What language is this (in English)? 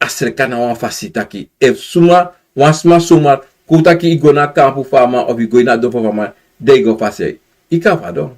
Sranan Tongo